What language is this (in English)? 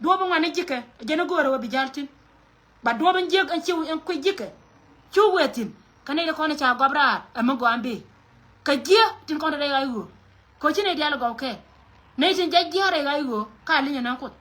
Nuer